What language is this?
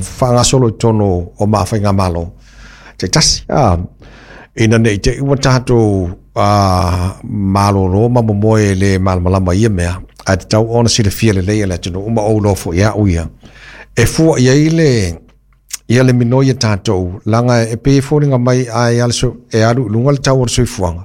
Samoan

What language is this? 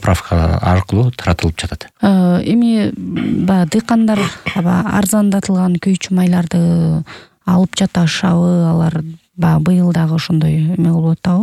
Kyrgyz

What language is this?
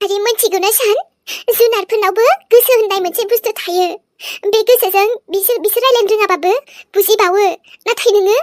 Bodo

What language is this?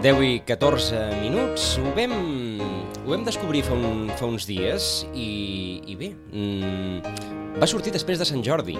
Catalan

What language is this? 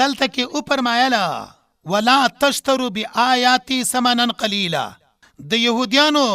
Pashto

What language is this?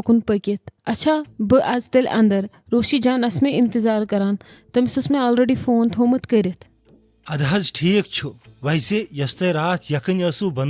Kashmiri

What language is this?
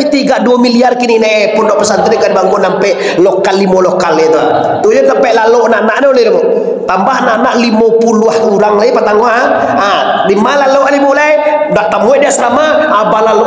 Minangkabau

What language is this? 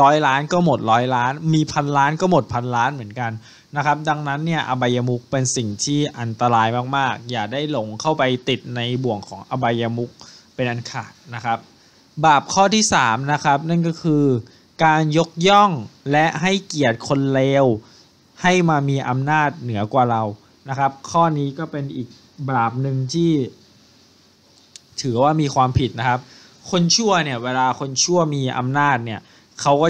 Thai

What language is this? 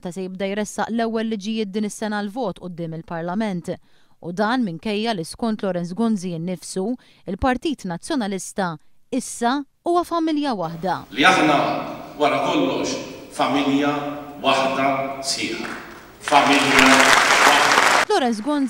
Maltese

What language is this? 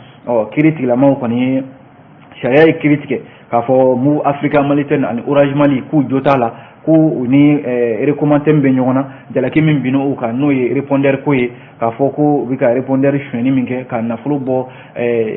Bambara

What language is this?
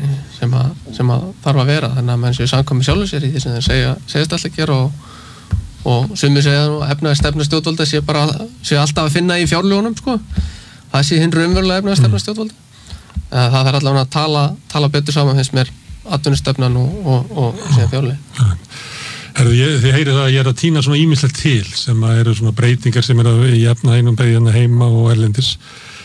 Icelandic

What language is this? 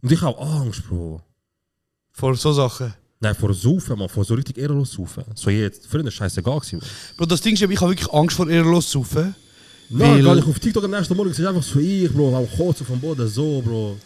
Swiss German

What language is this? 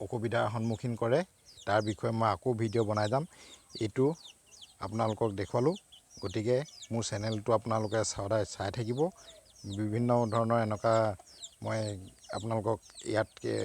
Assamese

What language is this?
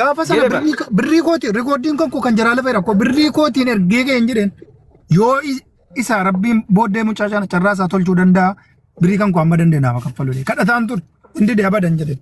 Oromo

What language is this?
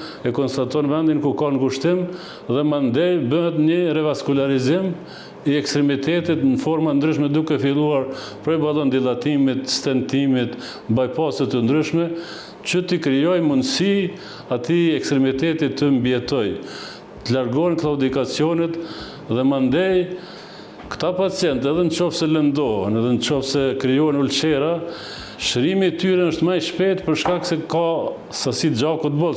Albanian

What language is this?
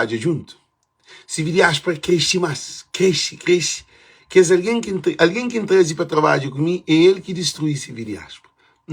Kabuverdianu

